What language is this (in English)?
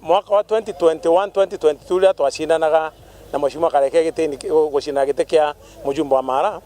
Meru